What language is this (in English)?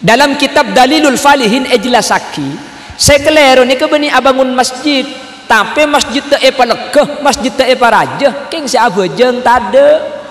Madurese